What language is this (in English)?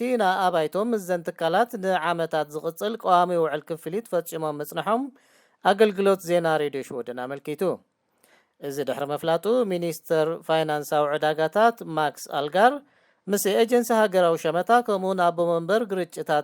Tigrinya